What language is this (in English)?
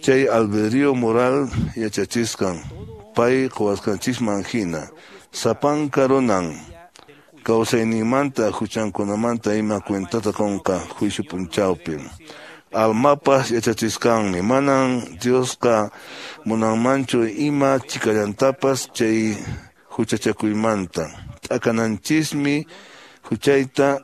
Quechua